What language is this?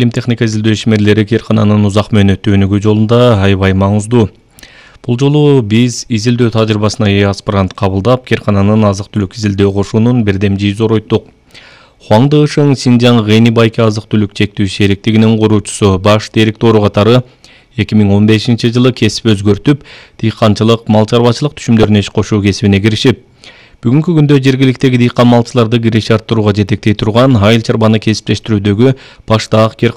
Kyrgyz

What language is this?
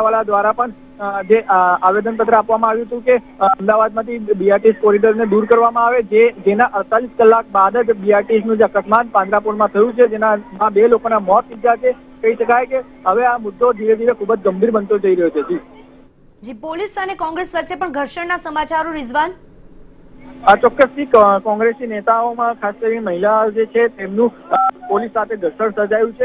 Gujarati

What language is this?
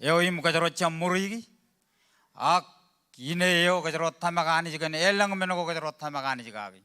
Marshallese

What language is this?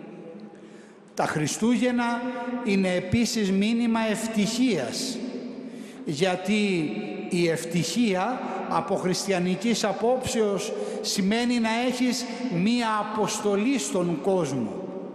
Greek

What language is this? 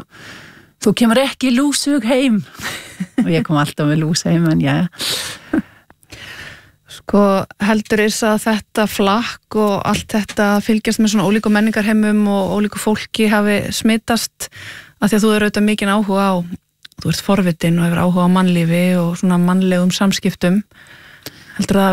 Icelandic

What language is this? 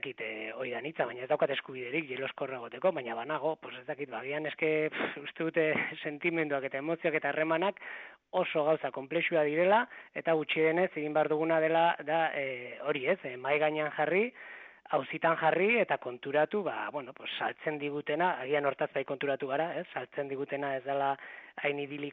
Basque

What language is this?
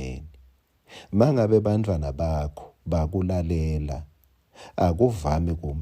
Swati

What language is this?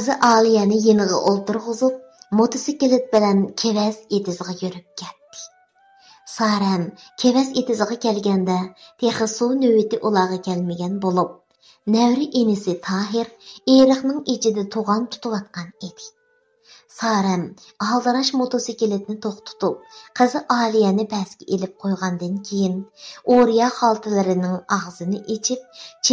Uyghur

